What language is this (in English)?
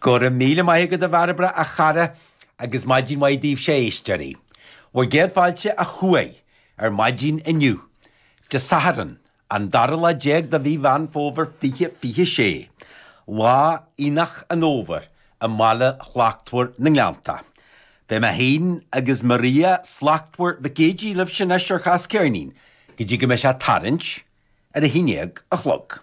Irish